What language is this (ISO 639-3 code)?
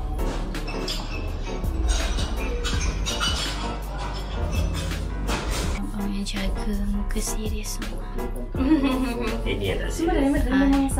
msa